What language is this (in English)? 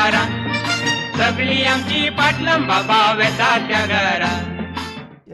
Konkani